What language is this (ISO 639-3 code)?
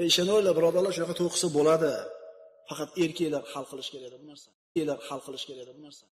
uzb